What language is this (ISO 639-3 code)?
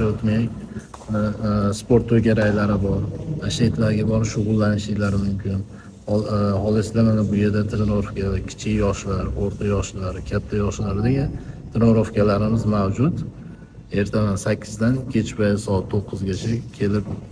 uzb